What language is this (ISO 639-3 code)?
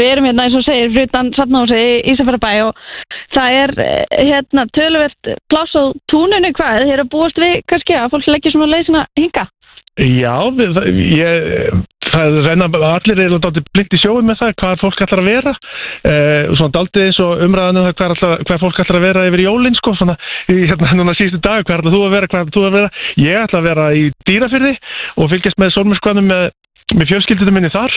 isl